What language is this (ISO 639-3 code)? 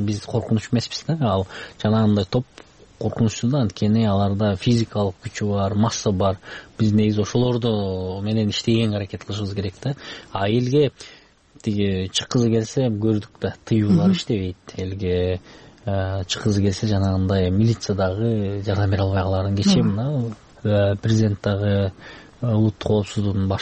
kir